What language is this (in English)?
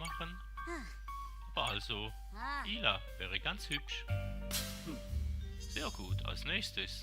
Swiss German